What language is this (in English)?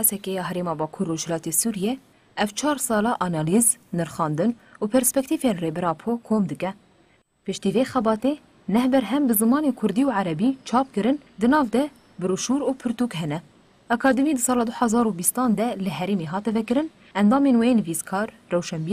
Kurdish